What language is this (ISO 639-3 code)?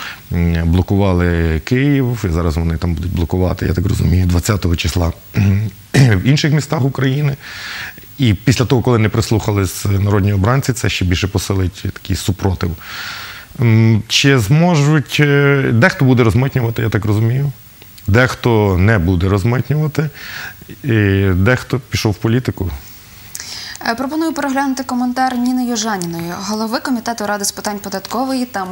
ukr